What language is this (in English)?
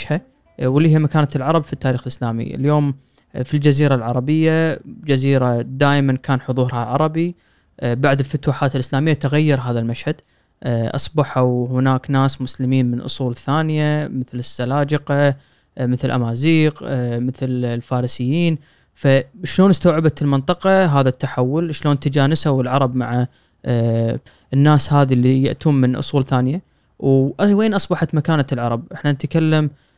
Gulf Arabic